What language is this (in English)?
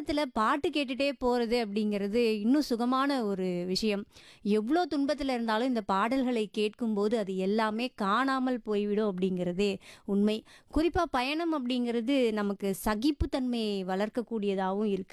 Tamil